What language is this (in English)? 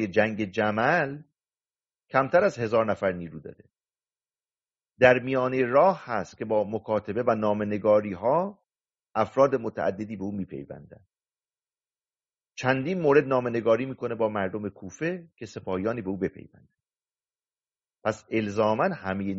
Persian